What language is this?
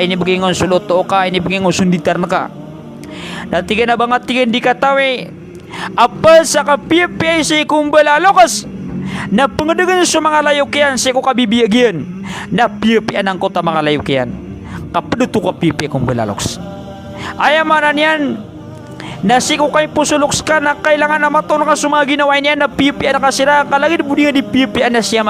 Maranao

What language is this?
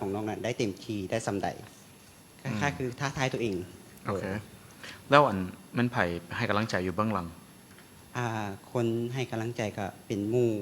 Lao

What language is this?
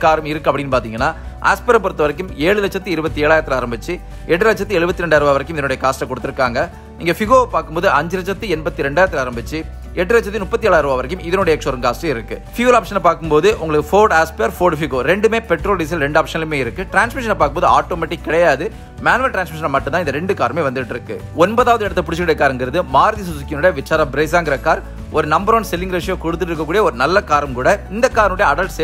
Tamil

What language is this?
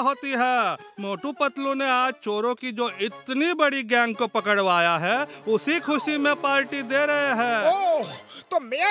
Hindi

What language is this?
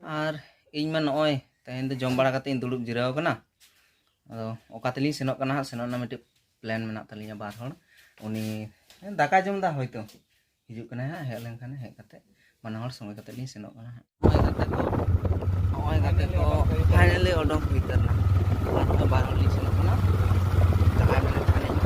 Santali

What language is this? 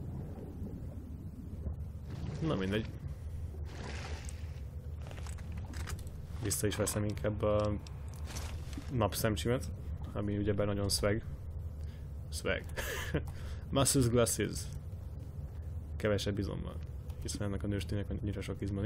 Hungarian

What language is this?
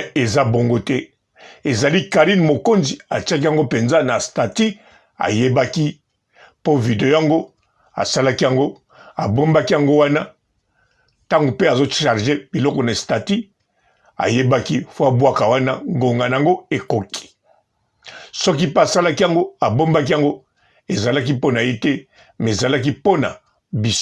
Lingala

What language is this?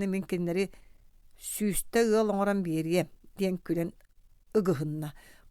Yakut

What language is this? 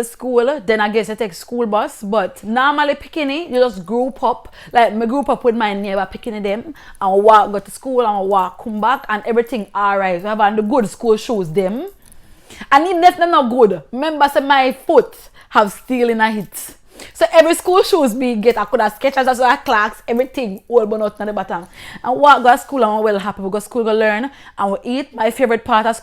Jamaican Creole English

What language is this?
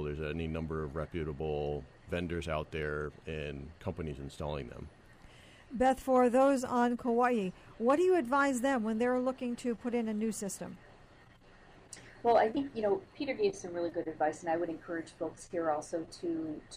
English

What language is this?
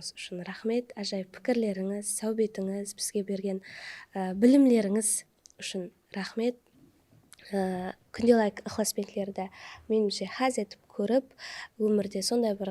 Kara-Kalpak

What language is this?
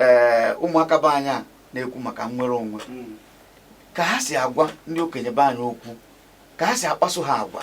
Igbo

